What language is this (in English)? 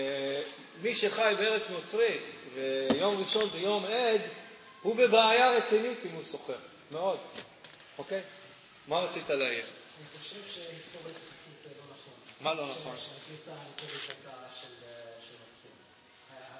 Hebrew